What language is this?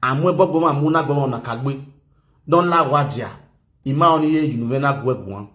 Nigerian Pidgin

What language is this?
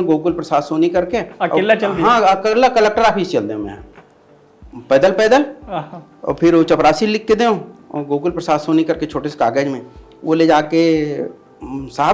Chhattisgarhi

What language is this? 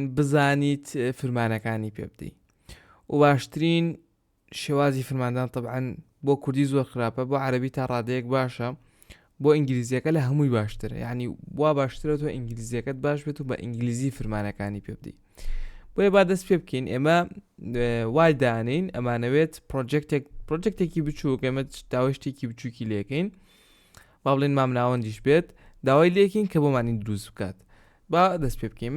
Central Kurdish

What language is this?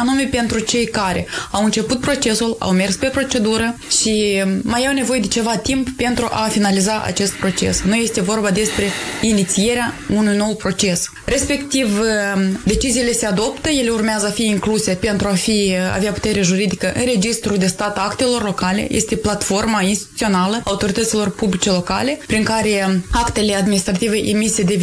Romanian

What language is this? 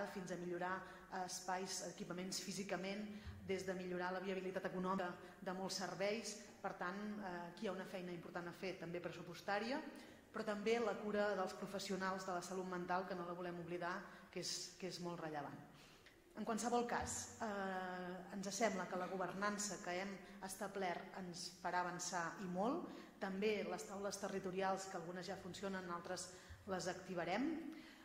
Catalan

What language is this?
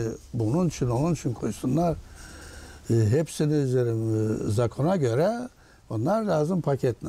Gagauz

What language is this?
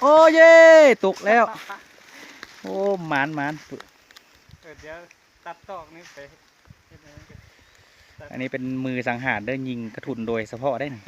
Lao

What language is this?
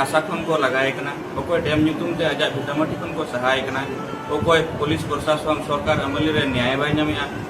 Santali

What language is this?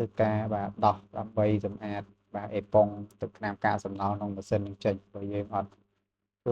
Khmer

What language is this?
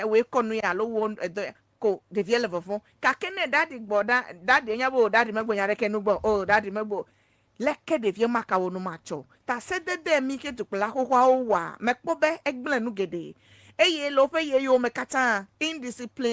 Ewe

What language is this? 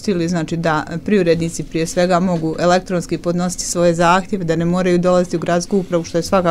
Croatian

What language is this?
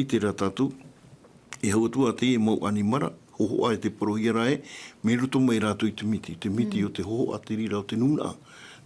Tahitian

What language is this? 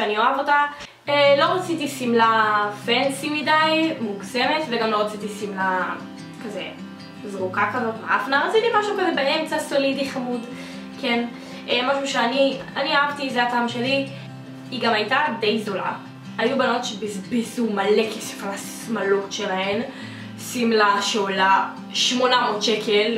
Hebrew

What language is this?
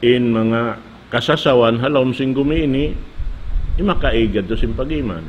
Tausug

